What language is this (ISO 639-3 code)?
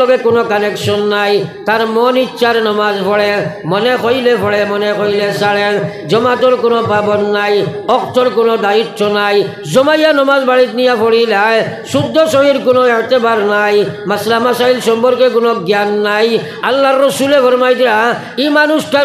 syl